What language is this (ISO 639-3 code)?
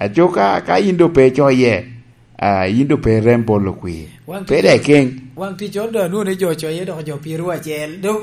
laj